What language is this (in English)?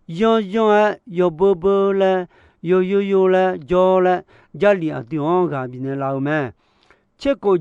Akha